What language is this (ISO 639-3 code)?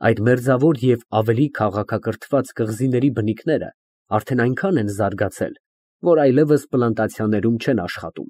hye